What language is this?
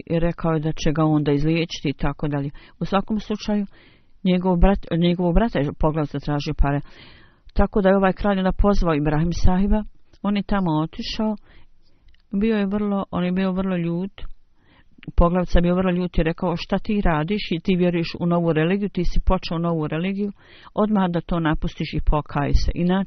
Bosnian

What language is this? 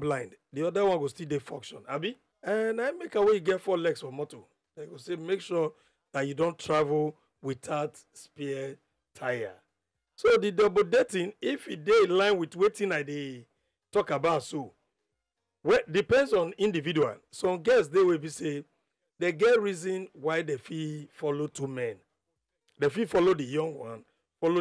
Nigerian Pidgin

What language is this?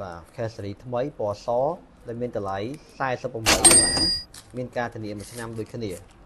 Khmer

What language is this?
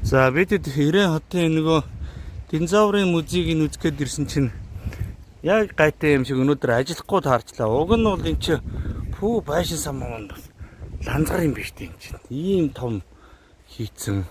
Mongolian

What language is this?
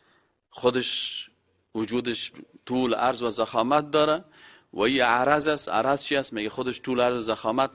Persian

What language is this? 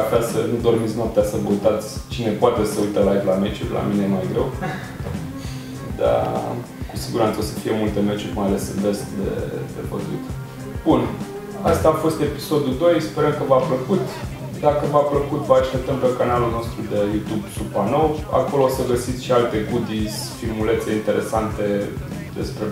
Romanian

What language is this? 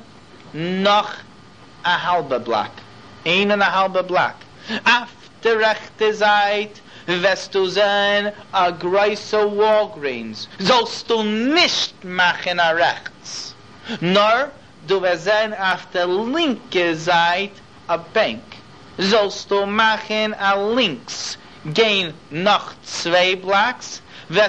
Yiddish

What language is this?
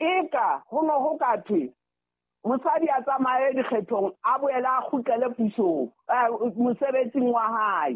Southern Sotho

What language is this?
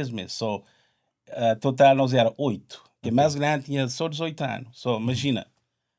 Kabuverdianu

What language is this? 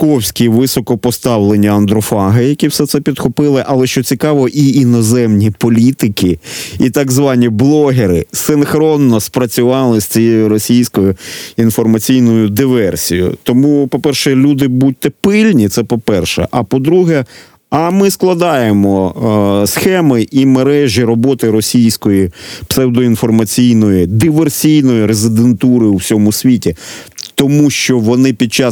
Ukrainian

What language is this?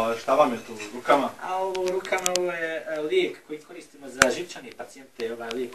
Bosnian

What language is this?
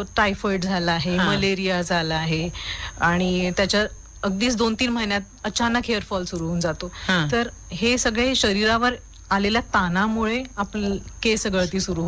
Marathi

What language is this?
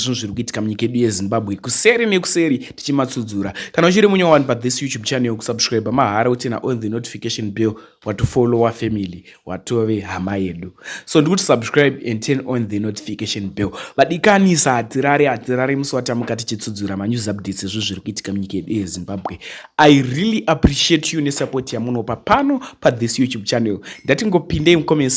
Shona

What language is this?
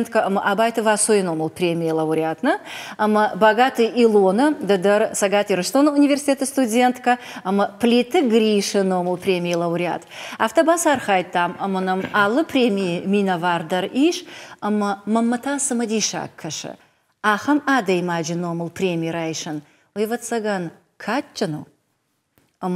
Ossetic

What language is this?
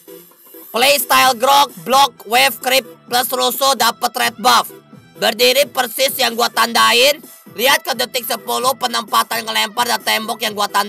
Indonesian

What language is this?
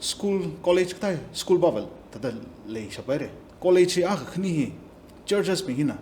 Tangkhul Naga (India)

